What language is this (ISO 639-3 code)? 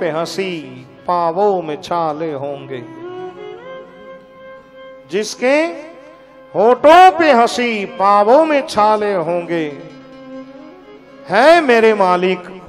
guj